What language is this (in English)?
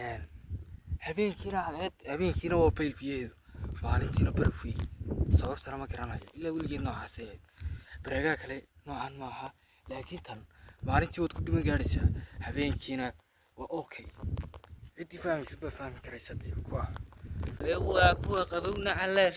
Somali